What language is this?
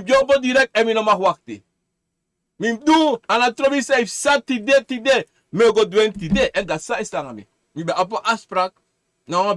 Sranan Tongo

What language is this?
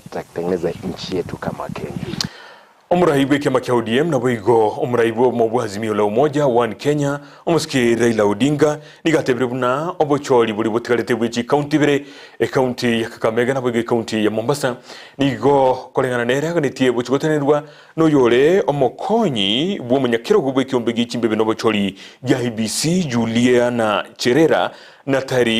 Gusii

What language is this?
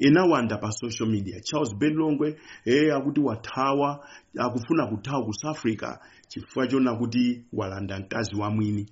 Nyanja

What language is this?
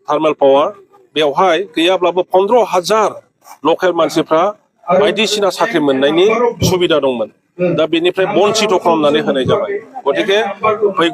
Bodo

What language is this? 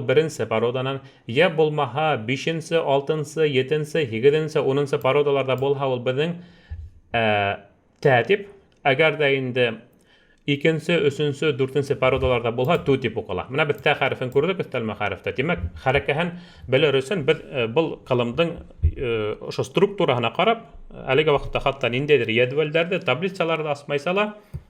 Bashkir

